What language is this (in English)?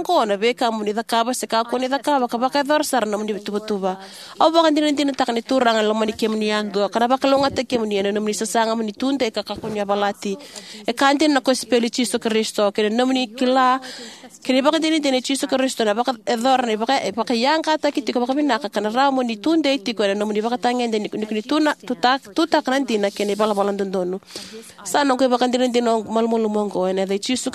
Fijian